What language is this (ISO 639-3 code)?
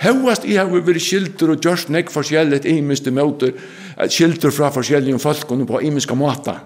fao